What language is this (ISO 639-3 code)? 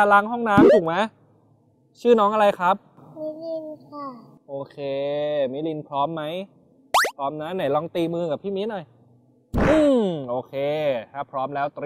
tha